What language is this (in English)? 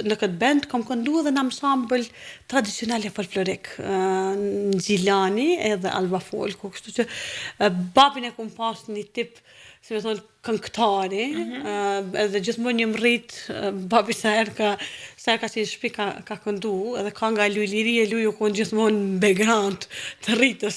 Albanian